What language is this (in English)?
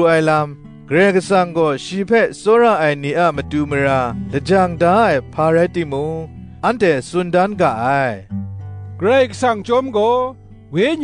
Kachin